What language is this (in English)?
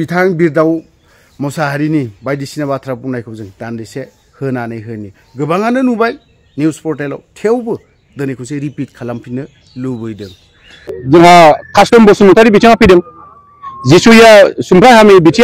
Bodo